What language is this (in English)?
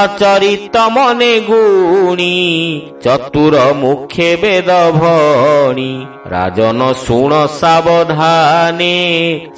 Odia